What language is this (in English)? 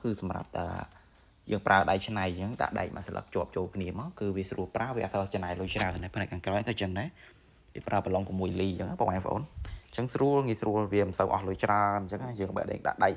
Khmer